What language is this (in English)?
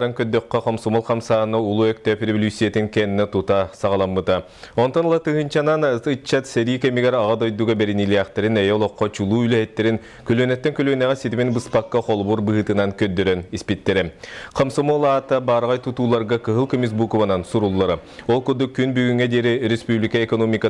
Yakut